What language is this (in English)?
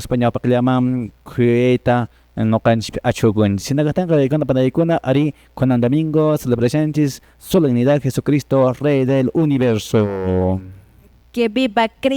Quechua